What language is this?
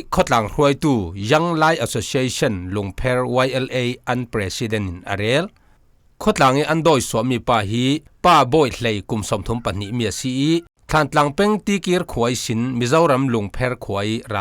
Falam Chin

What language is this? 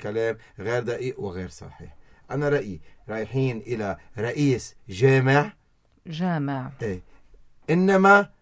North Levantine Arabic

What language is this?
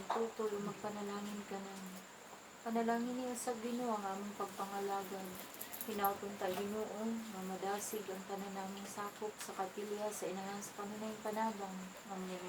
Cebuano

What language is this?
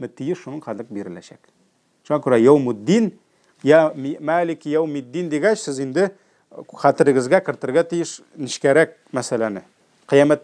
Tatar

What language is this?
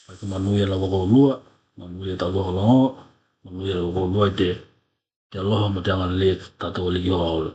Tokelau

